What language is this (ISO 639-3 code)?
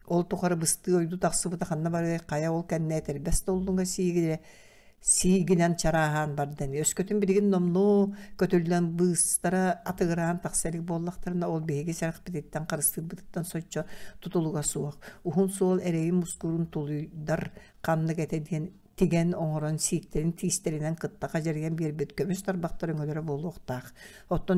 sah